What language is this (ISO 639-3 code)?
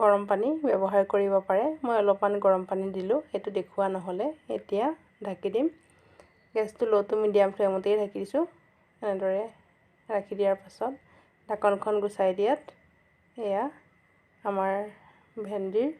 asm